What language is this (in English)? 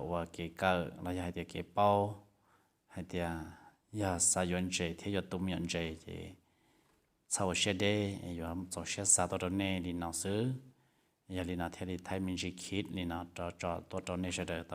Hmong